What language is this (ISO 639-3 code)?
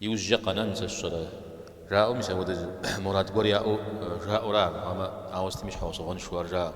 kbd